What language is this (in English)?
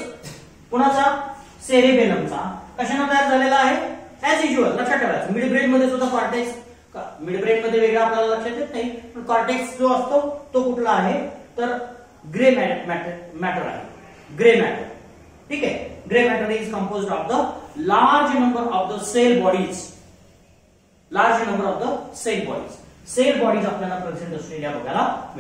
Marathi